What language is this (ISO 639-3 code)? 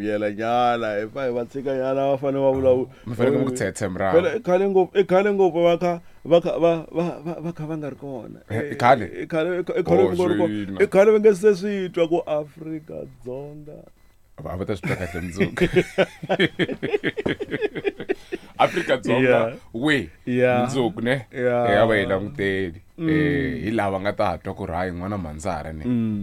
tso